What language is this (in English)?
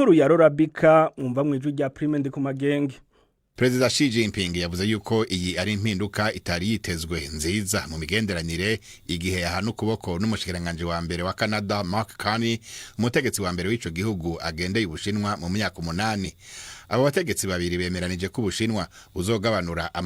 Rundi